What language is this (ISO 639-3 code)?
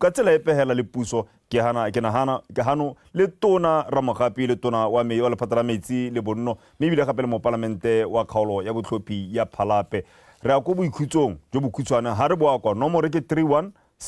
tsn